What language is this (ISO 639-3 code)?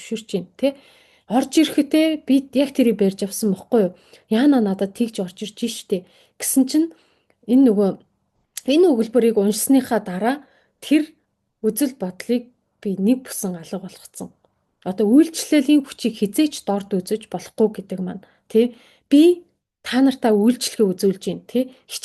mon